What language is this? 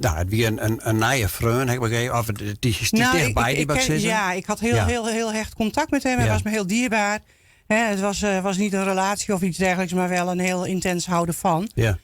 Western Frisian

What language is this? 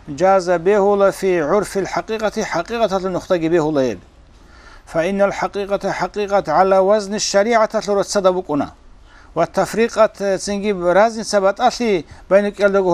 Avaric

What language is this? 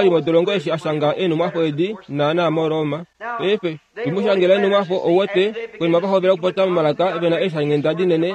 Kuanyama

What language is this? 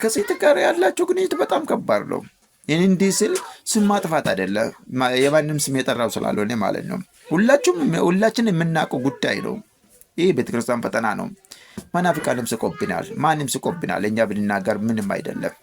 Amharic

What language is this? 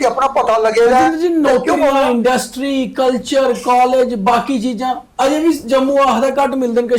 Dogri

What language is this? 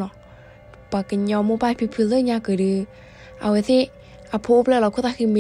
S'gaw Karen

